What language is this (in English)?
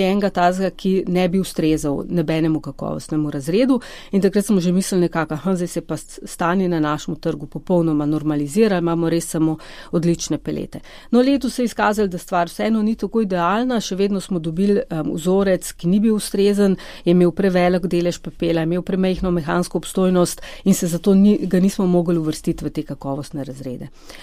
Slovenian